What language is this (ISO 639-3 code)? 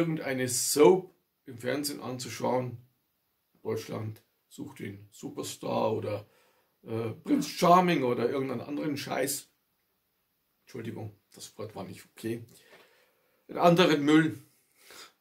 deu